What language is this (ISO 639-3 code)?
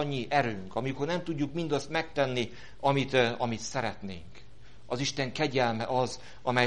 hun